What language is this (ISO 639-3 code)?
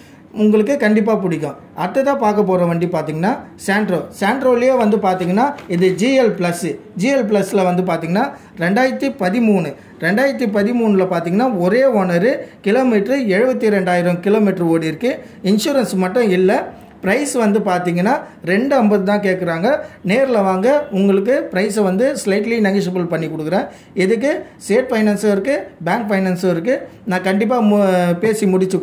tam